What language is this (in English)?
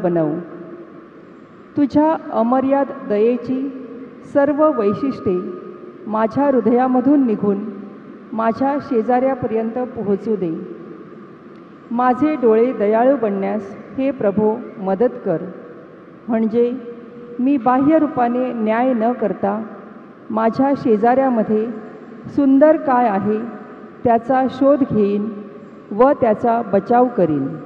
Marathi